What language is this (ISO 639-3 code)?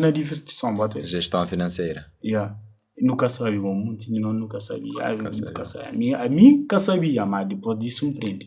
kea